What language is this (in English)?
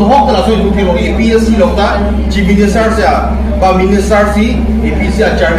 Karbi